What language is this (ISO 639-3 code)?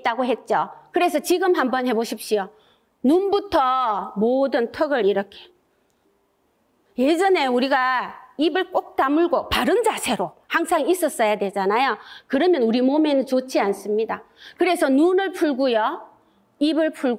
kor